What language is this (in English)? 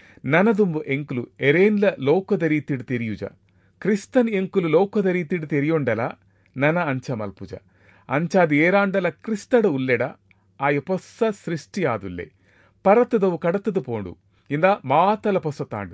Tulu